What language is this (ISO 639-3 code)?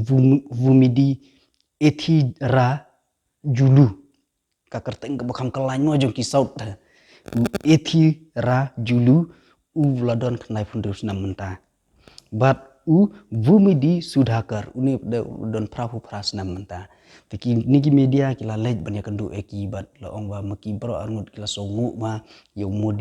kha